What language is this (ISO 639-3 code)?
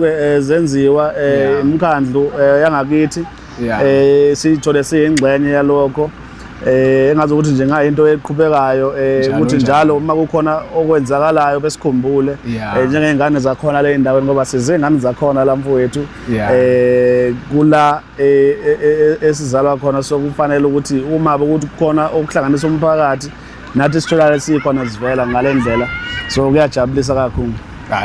zul